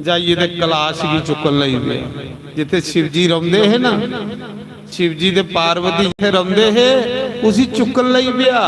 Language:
Dogri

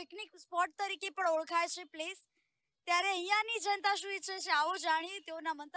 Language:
Gujarati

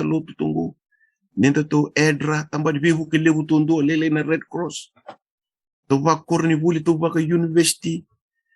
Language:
Fijian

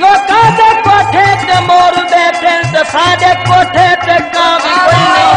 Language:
Saraiki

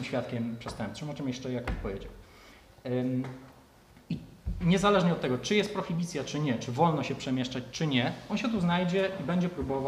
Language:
Polish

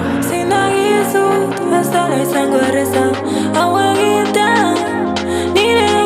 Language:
Basque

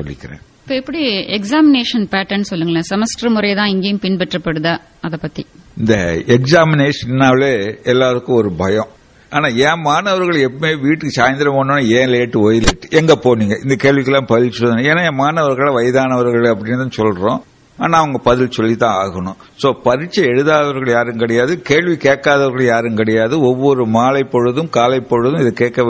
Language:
Tamil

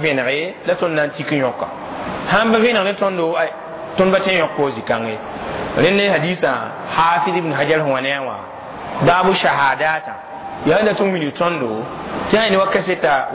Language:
Mossi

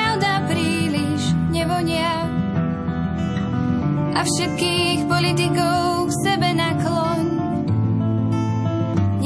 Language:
Slovak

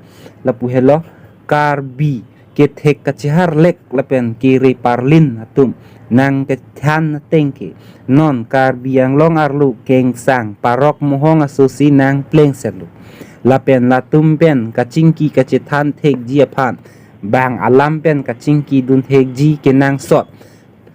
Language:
Karbi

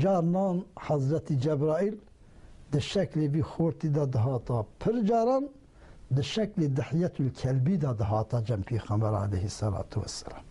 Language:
Kurdish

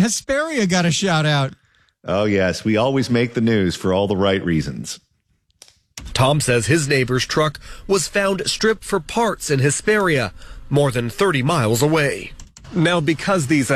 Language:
English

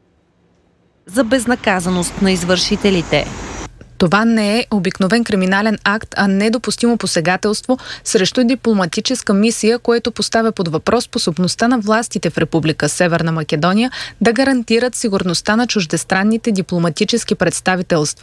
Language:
Bulgarian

